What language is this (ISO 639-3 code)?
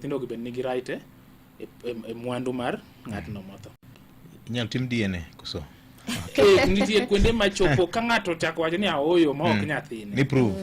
luo